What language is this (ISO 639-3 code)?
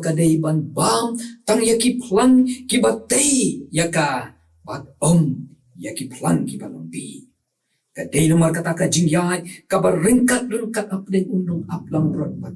kha